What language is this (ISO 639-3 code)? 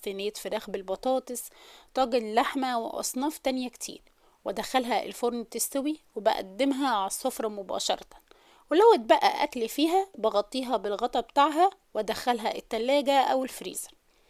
arz